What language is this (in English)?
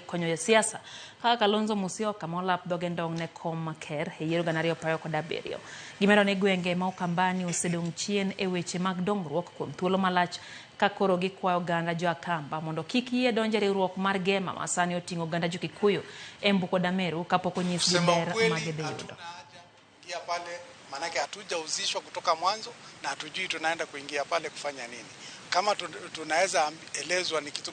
Luo (Kenya and Tanzania)